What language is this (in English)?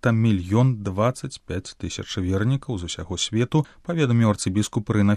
Belarusian